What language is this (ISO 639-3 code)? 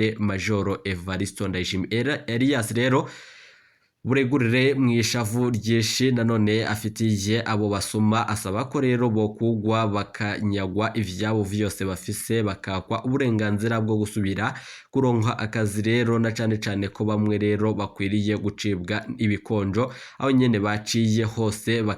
run